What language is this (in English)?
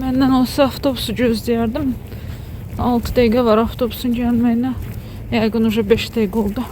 Azerbaijani